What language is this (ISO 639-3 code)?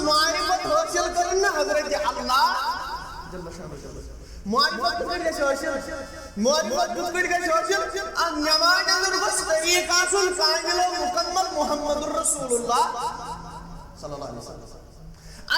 kas